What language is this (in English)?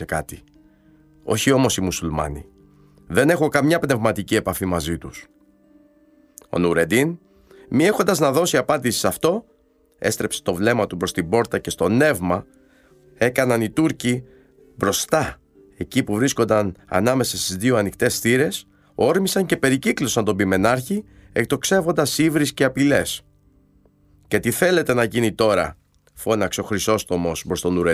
Greek